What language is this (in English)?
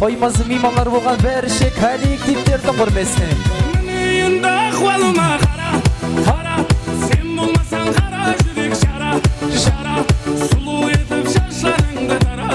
Kara-Kalpak